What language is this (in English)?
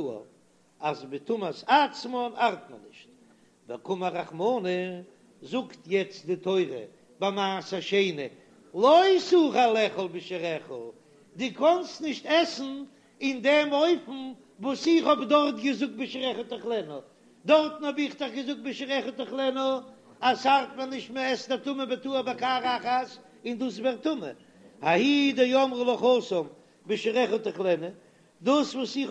Yiddish